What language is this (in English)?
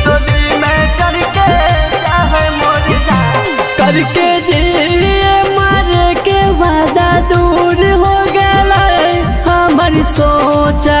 Bhojpuri